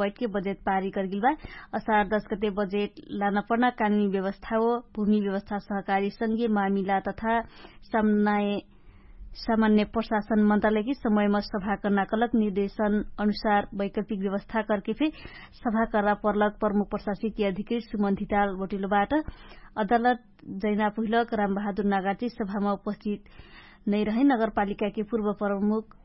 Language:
Dangaura Tharu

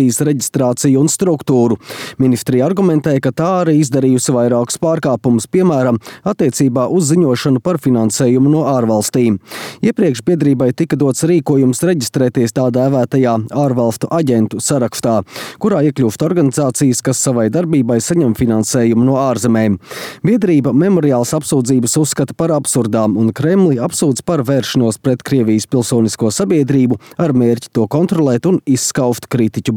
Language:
Latvian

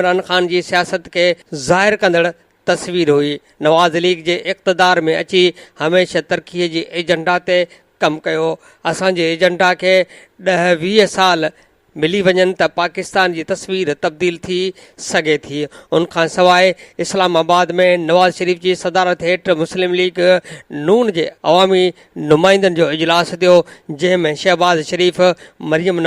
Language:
Sindhi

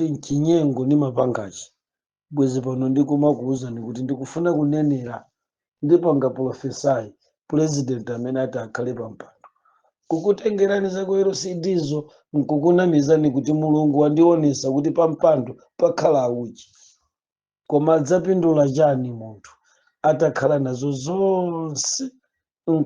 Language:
Nyanja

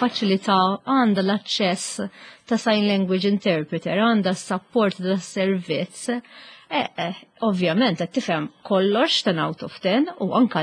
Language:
Maltese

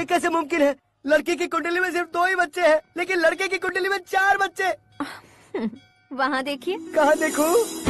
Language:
Hindi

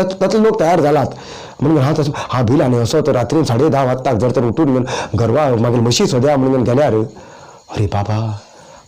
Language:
Konkani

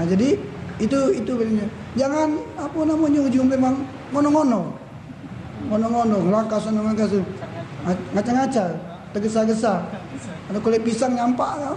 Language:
Musi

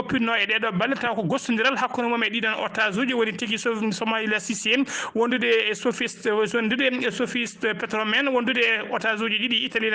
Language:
Fula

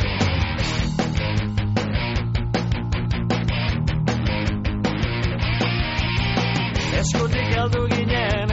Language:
Basque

